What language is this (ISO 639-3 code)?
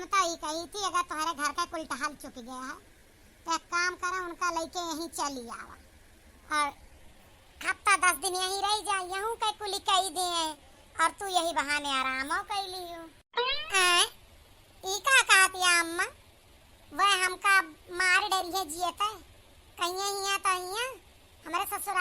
awa